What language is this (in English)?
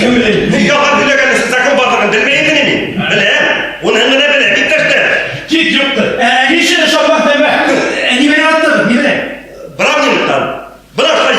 Bashkir